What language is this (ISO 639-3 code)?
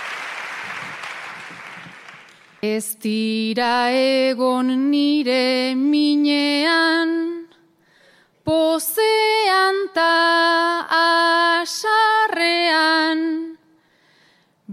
eus